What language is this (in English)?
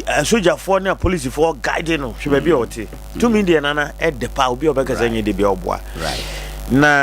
Akan